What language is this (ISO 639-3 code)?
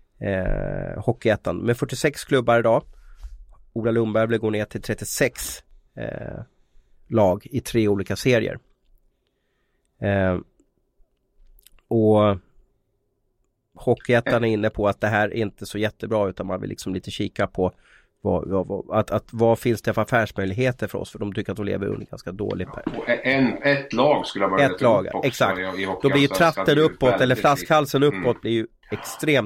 swe